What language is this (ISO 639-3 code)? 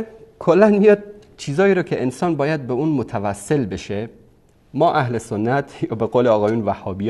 fas